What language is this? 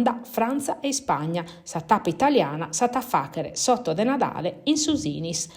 Sardinian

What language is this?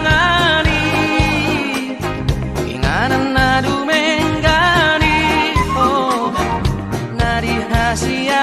Batak Toba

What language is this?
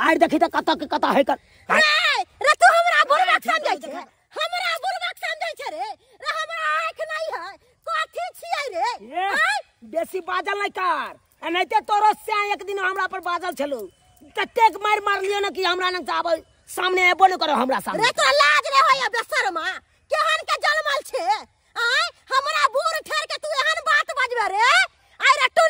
Maithili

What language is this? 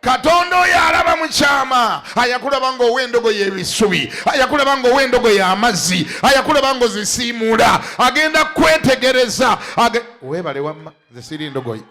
Ganda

